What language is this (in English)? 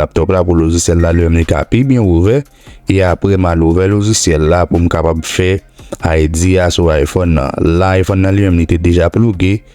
Haitian Creole